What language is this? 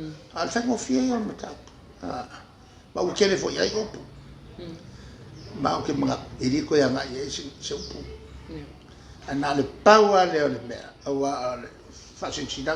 Samoan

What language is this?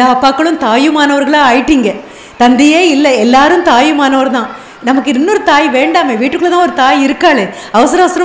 Tamil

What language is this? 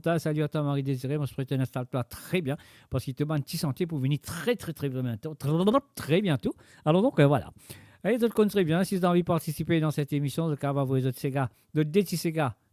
Morisyen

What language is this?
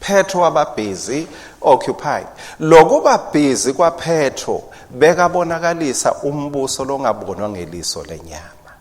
Swati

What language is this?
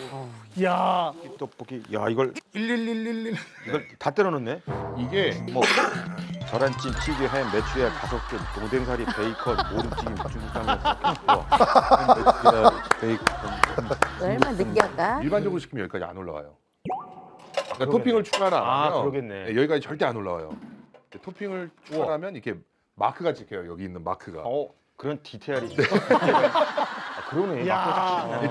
Korean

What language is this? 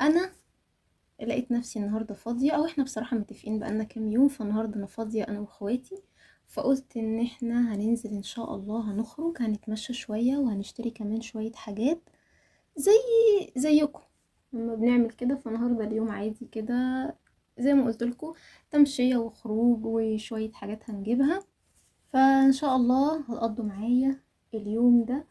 Egyptian Arabic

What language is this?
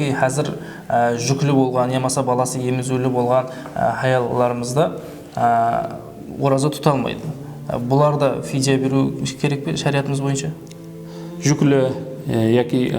Kara-Kalpak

